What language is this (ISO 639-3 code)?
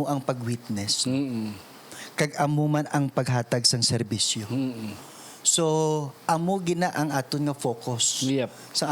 hil